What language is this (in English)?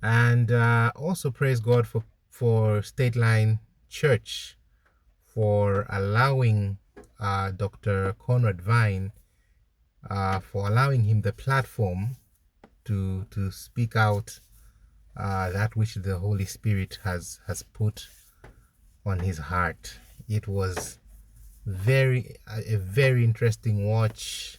English